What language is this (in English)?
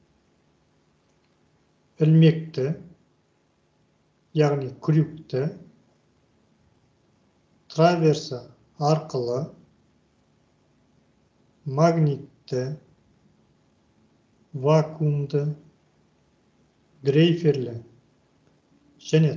Kazakh